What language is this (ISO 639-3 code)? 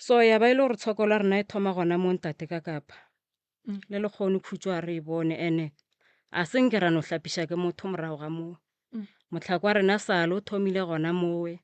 nso